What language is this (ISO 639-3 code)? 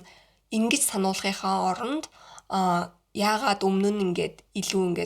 mon